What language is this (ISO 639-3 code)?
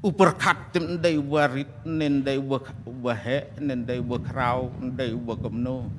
kha